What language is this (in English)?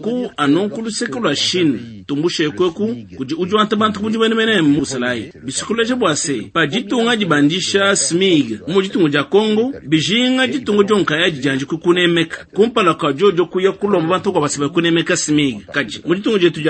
Luba-Lulua